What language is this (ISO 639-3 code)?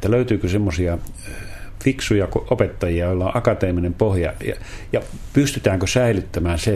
fin